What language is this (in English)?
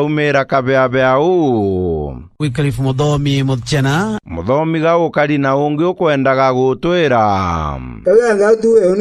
Meru